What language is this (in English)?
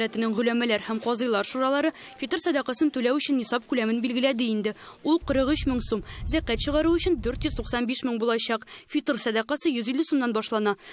Tatar